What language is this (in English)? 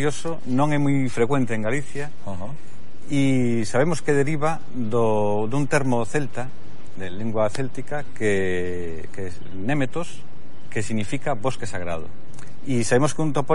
Galician